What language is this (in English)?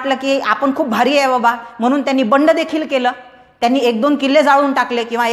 Marathi